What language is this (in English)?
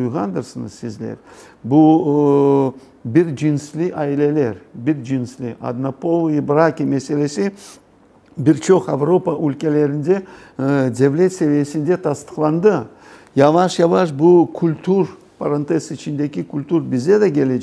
Crimean Tatar